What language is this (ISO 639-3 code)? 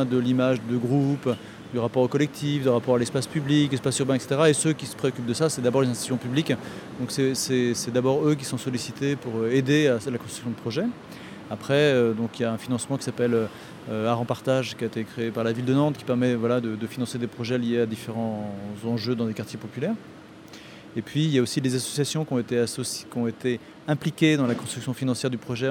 fra